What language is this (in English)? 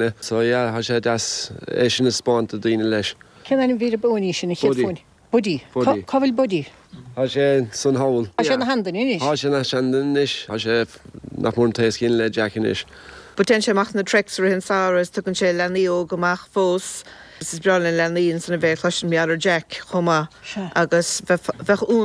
Irish